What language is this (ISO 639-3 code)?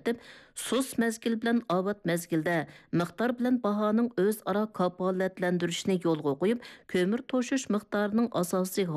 uig